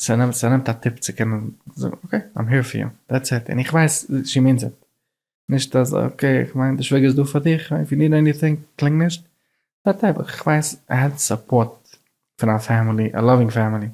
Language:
Yiddish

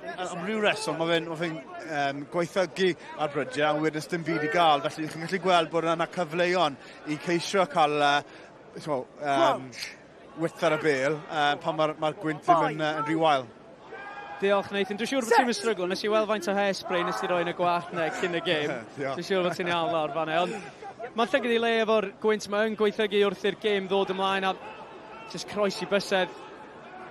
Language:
Welsh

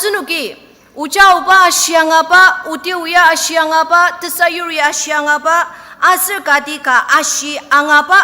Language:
Ao Naga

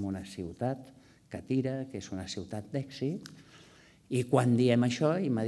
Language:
Catalan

